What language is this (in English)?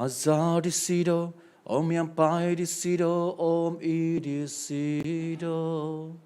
Central Dusun